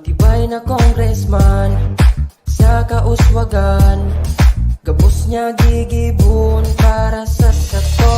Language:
Bikol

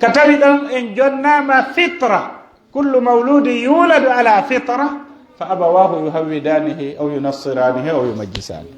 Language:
Pular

